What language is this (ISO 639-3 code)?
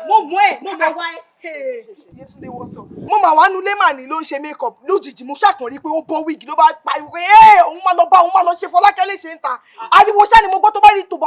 yor